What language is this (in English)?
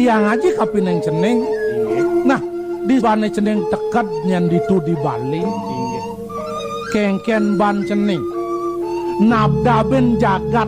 Balinese